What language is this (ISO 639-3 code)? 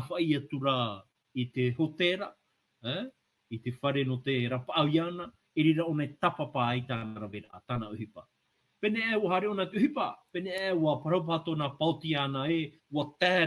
tah